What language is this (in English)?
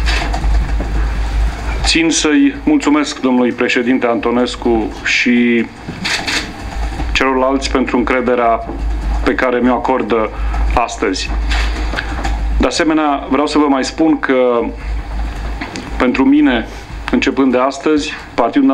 Romanian